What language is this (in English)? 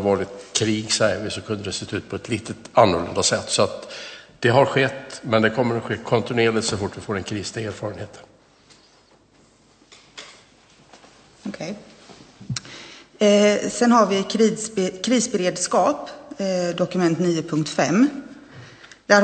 Swedish